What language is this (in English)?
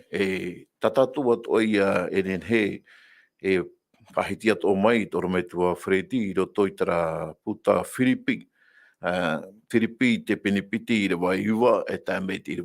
Tahitian